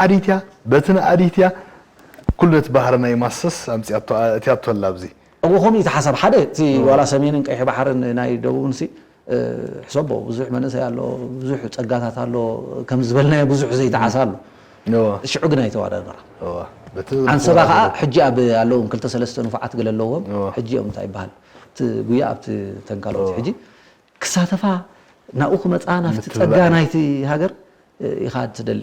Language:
Tigrinya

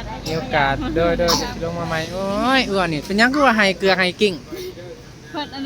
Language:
Northeastern Thai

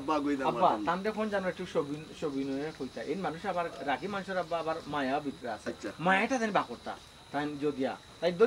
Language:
Sylheti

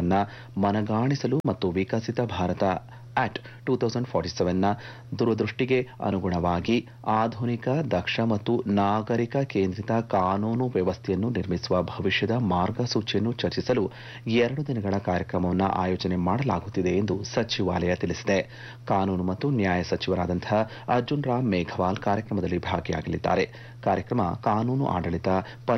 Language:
Kannada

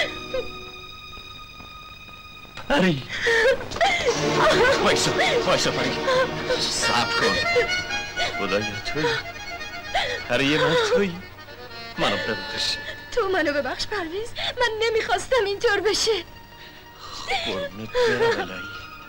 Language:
Persian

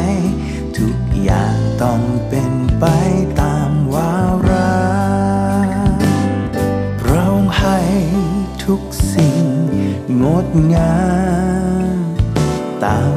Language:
Thai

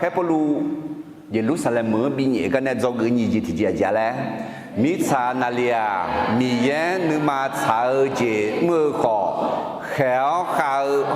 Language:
Akha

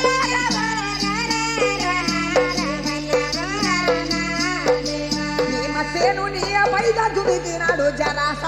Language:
Telugu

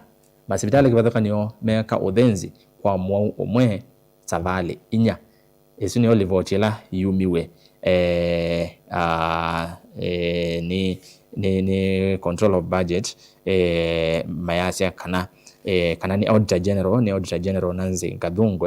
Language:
Kamba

